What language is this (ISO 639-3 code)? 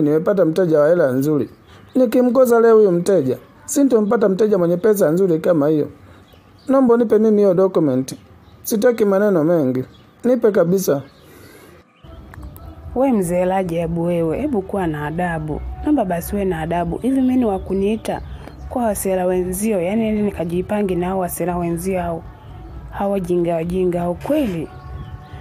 swa